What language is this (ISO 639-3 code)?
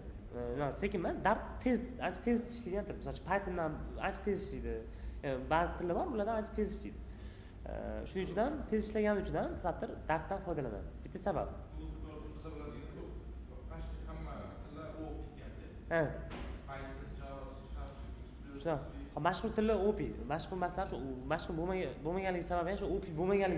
uzb